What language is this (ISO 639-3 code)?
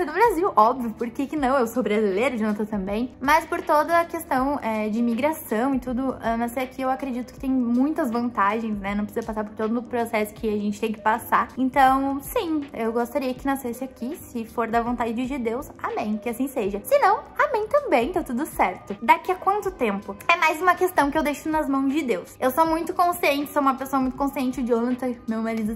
por